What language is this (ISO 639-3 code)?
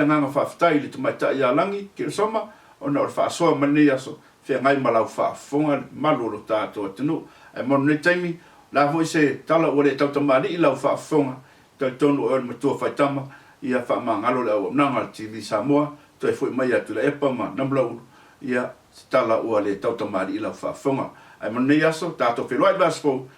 smo